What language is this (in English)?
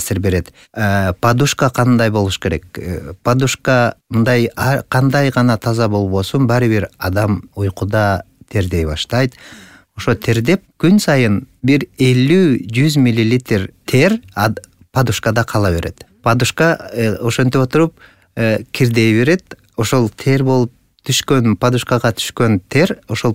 Kyrgyz